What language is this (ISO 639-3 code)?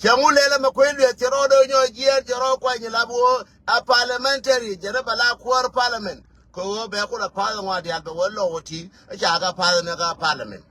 nus